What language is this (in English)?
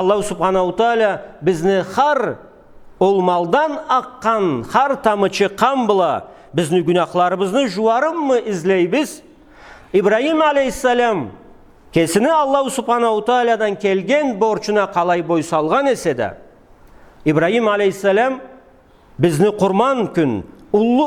Karachay-Balkar